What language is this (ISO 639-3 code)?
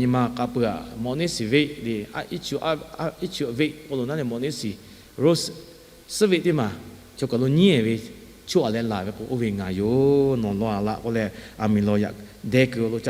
lhu